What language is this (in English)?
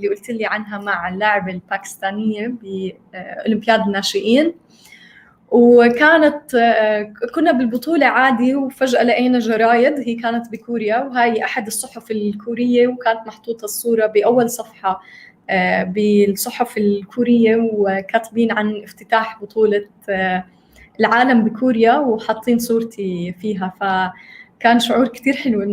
North Levantine Arabic